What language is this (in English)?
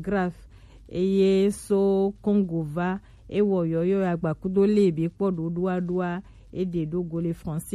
Gen